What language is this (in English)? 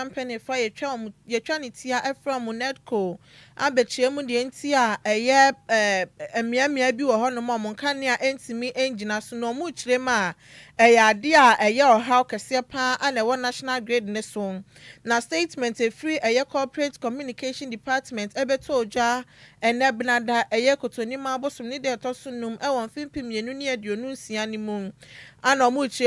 Akan